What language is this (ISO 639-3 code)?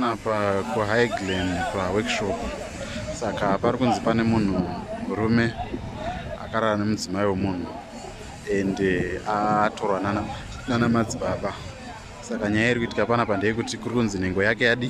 sna